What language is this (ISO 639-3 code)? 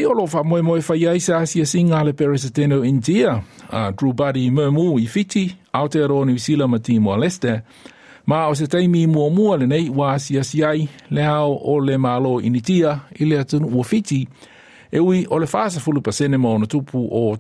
smo